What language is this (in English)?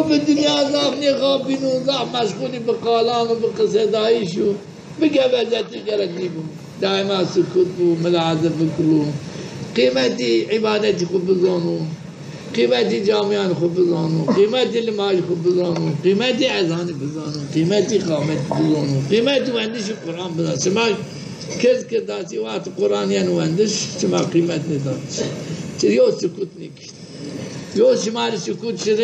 Zaza